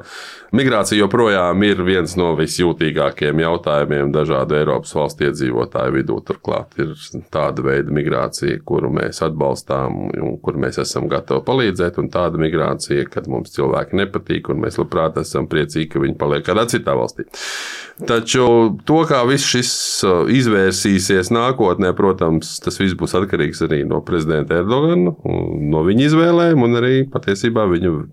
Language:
Latvian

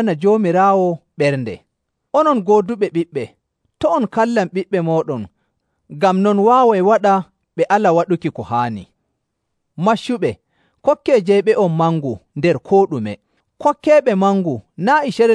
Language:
Nigerian Fulfulde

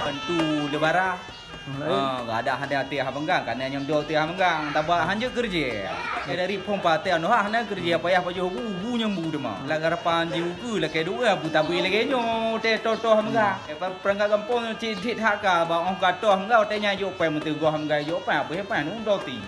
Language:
Achinese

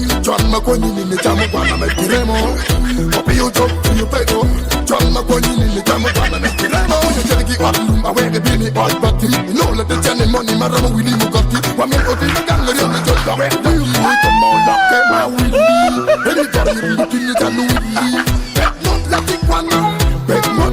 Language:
Acoli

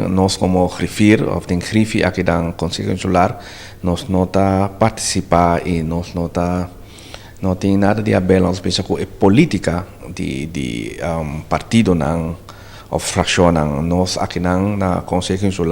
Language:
Papiamento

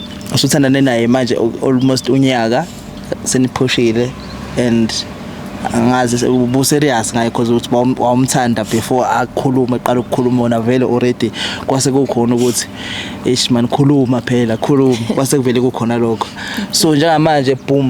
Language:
Zulu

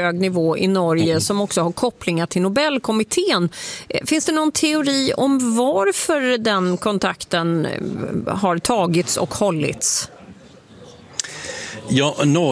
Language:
Swedish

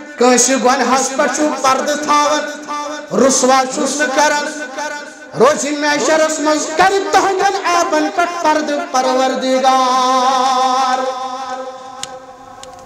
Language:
Kashmiri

